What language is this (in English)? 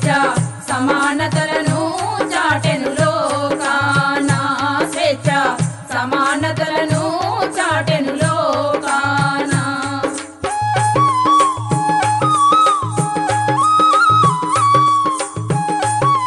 Telugu